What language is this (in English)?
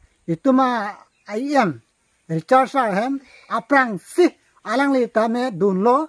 Karbi